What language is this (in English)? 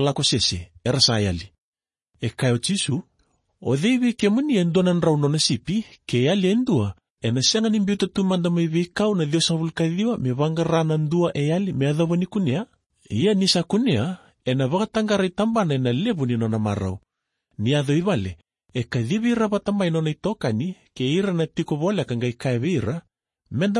Fijian